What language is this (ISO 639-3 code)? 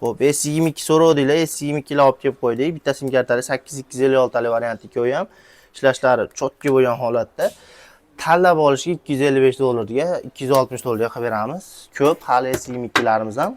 uzb